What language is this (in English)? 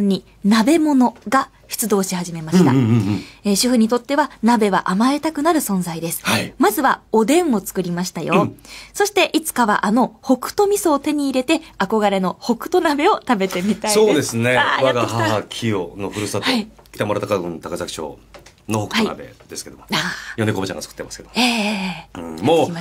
Japanese